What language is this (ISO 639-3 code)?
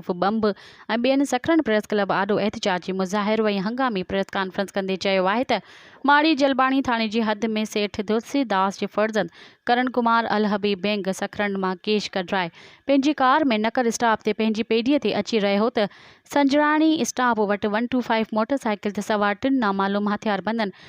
snd